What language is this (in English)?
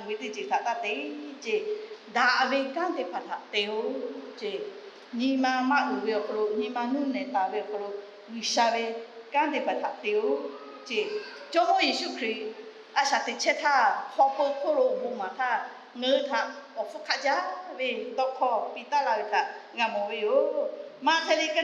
Lahu